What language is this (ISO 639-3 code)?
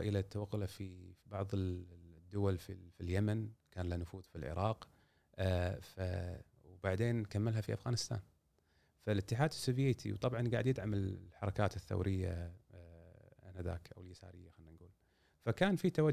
afb